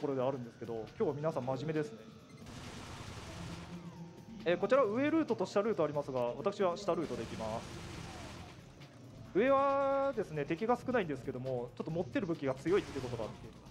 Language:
Japanese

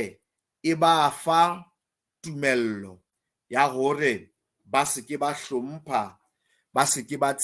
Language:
Southern Sotho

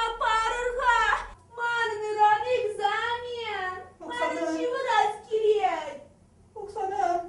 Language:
Chuvash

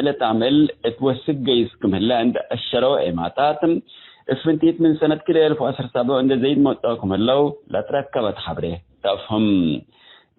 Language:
Tigre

